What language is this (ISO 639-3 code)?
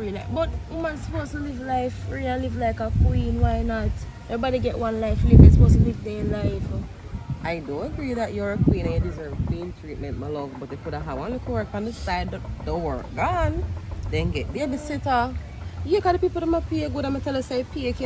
jam